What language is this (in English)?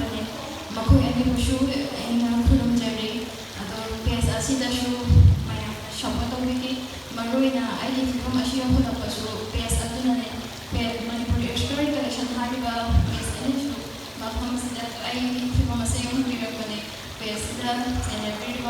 Manipuri